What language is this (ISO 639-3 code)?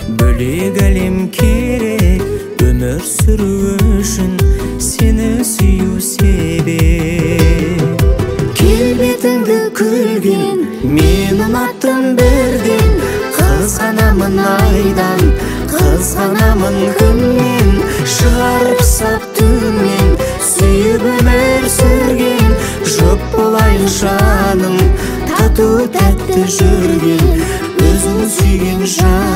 kaz